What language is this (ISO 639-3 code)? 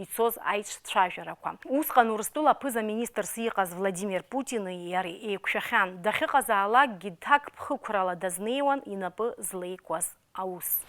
abk